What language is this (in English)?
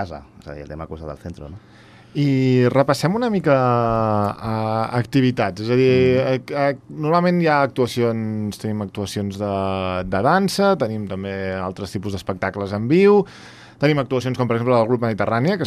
Catalan